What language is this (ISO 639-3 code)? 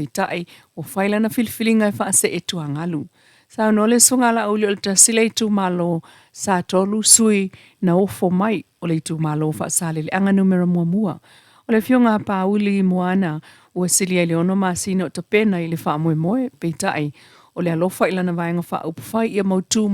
smo